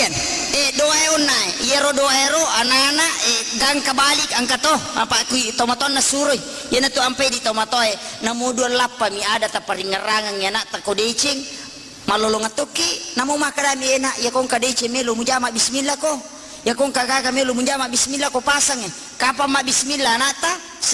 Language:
Buginese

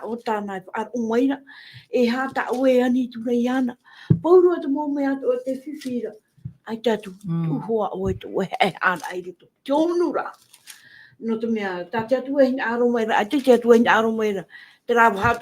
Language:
Tahitian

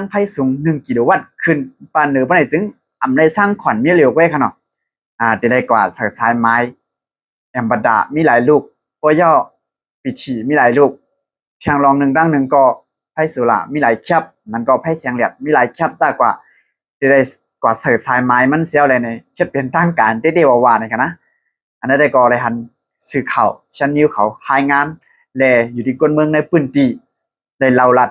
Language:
Shan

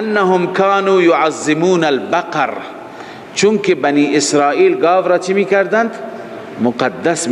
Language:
Persian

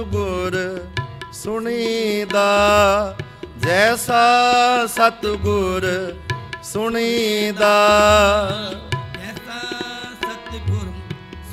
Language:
Punjabi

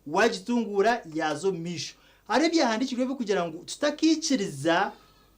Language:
Nyankole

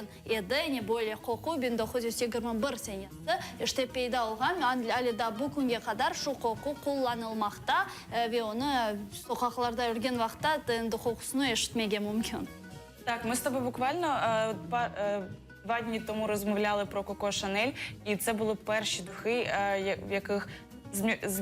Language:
Crimean Tatar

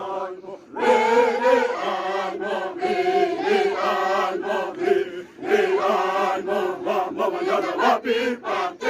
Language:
Xavánte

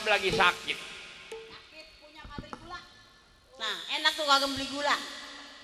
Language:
Betawi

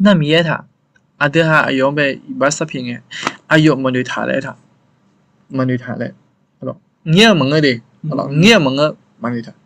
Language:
Akha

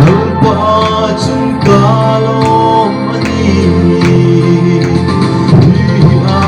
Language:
Hmar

